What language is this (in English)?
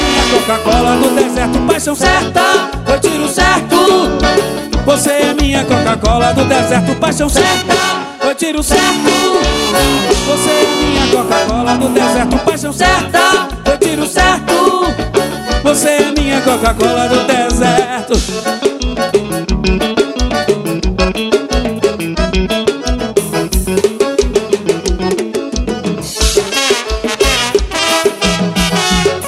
Portuguese